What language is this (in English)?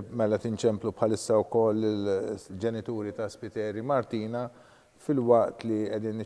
Maltese